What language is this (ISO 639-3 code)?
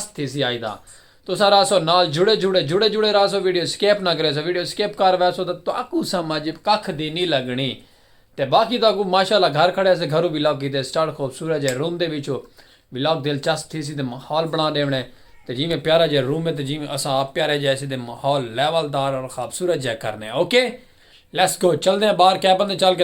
skr